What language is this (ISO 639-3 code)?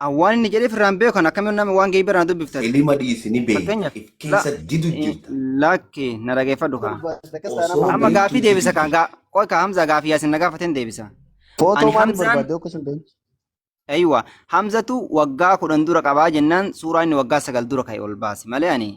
orm